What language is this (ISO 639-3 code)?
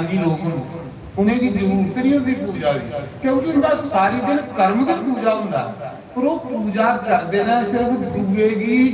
doi